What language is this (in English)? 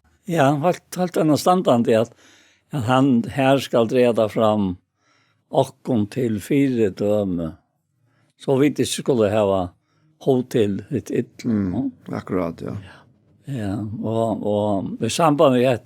Faroese